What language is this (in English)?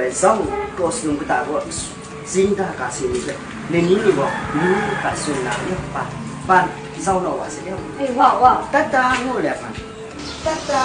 Kachin